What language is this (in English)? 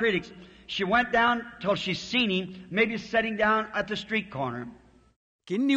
Makhuwa